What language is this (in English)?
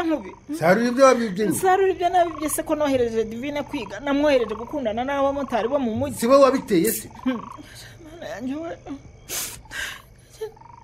Kinyarwanda